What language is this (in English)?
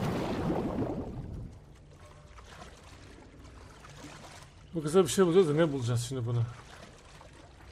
Turkish